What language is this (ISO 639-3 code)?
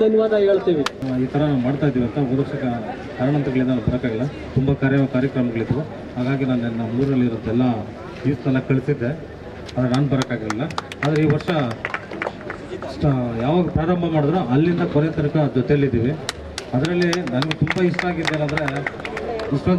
kan